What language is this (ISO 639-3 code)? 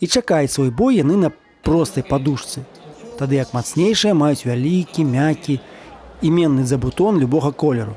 bel